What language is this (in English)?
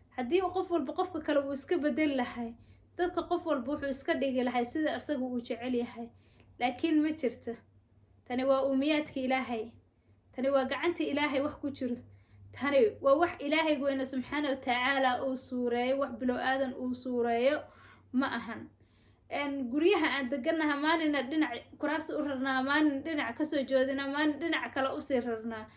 Somali